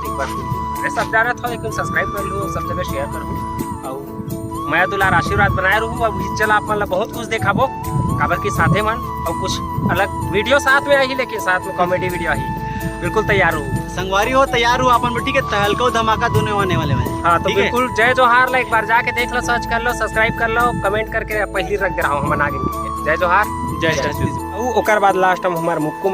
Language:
Chhattisgarhi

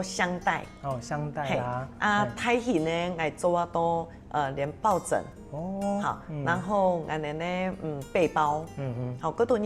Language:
Hakka Chinese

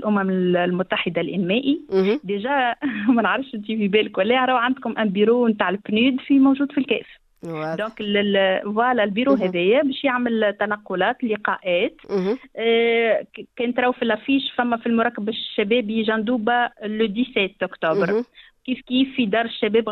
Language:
Tunisian Arabic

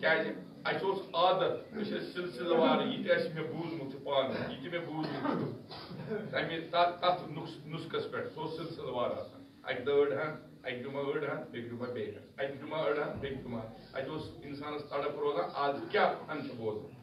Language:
Kashmiri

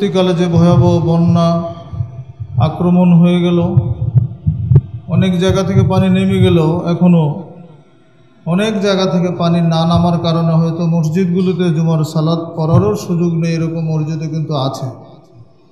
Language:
Bangla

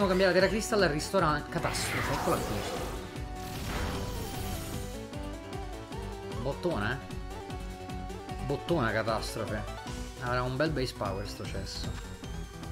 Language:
Italian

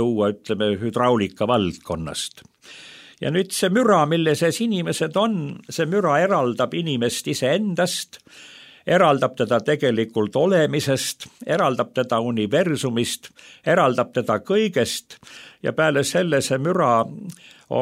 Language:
Estonian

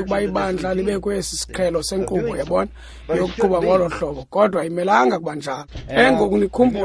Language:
Xhosa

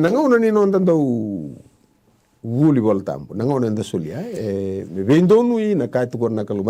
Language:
Fijian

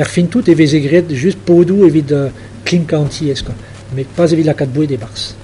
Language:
Breton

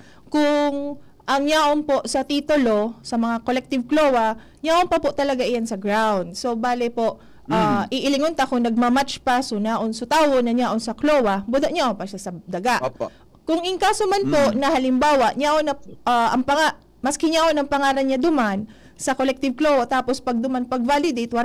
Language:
Bikol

